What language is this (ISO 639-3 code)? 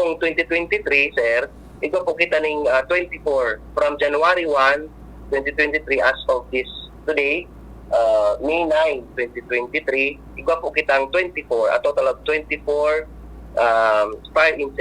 bik